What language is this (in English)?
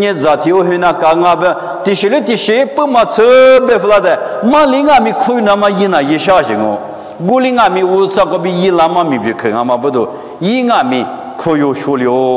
Lisu